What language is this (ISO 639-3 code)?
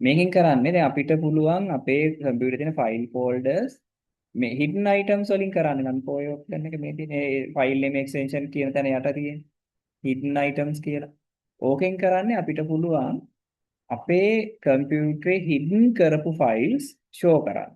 sin